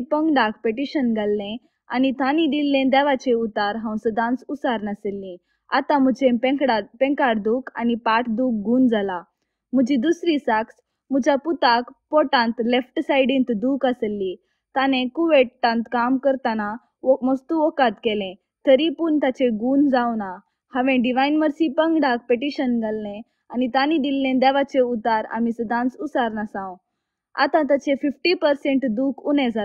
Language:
Konkani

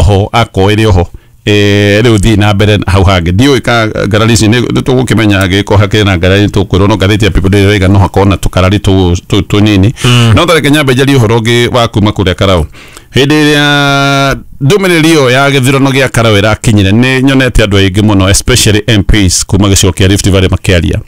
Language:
Kikuyu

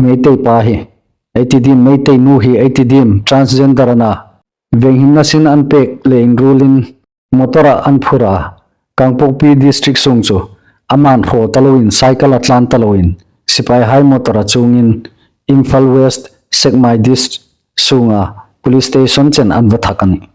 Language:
Hmar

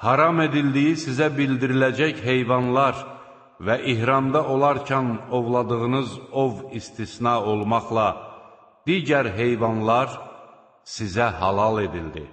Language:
Azerbaijani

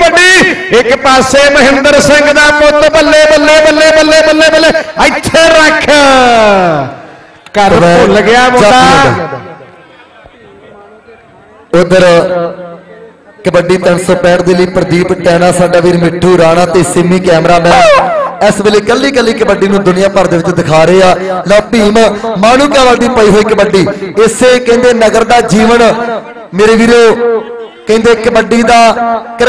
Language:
Punjabi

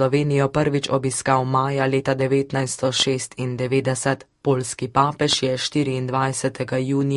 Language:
Slovenian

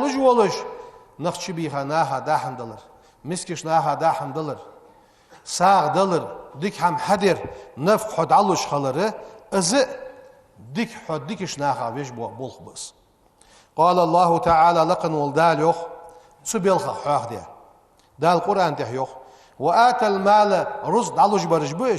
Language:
Ingush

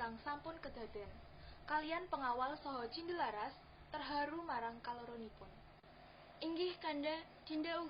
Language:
Javanese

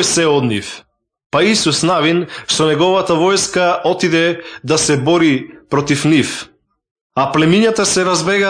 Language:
Macedonian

